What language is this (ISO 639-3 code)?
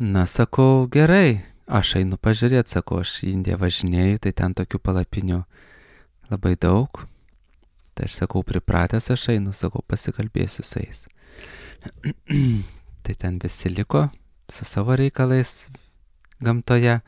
lit